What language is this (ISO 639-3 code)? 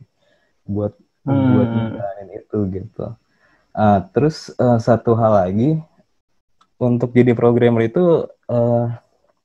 ind